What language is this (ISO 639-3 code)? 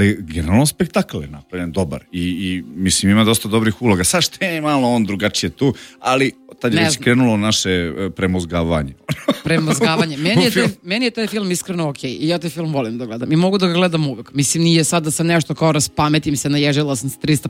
srp